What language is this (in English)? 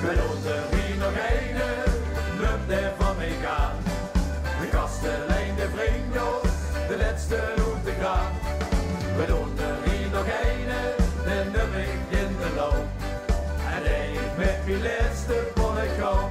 Limburgish